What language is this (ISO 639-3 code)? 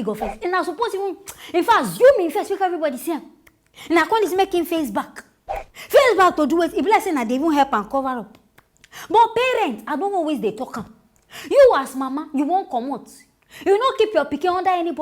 pcm